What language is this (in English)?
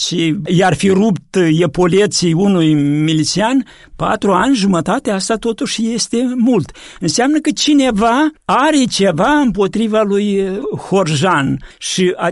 Romanian